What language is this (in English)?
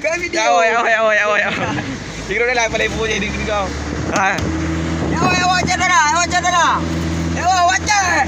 Achinese